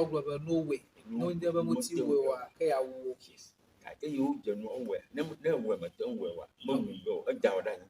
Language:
Ewe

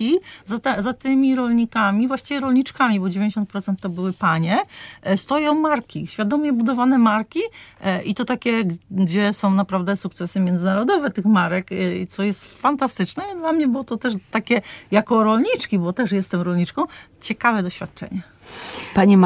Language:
Polish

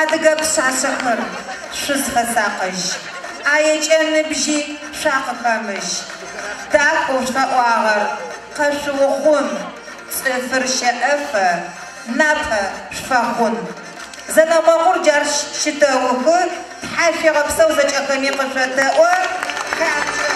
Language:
Adyghe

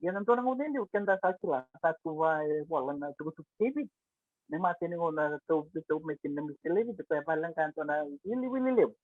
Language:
Fijian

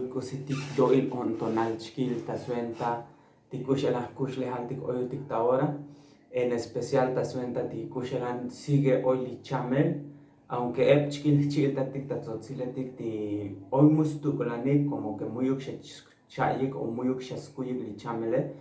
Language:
Tzotzil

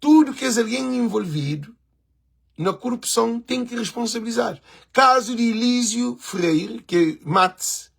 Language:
Kabuverdianu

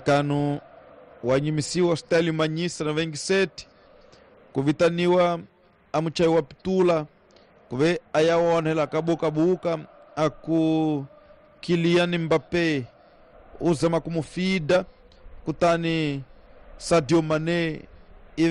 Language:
Tsonga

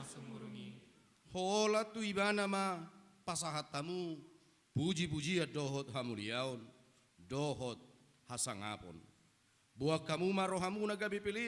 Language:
Batak Toba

